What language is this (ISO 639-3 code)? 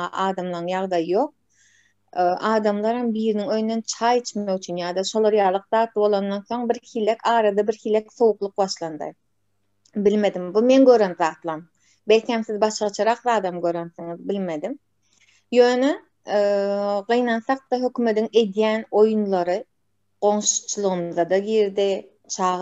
tuk